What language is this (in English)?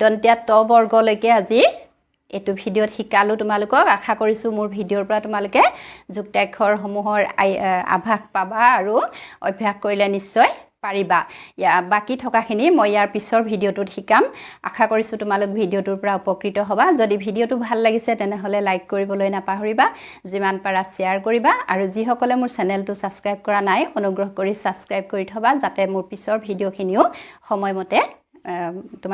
Assamese